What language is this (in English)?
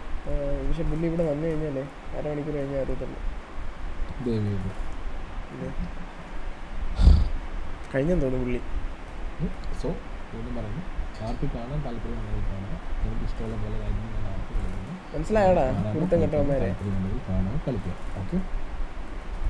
Malayalam